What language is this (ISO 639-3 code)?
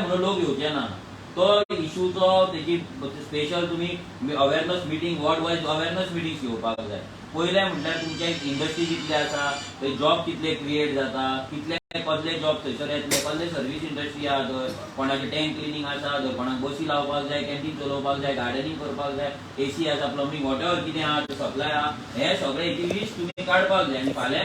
kok